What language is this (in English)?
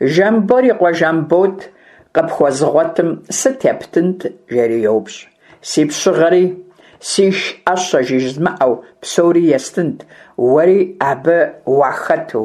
Kabardian